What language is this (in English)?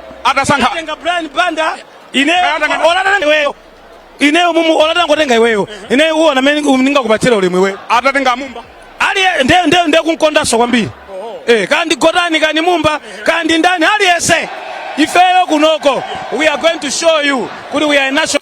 Nyanja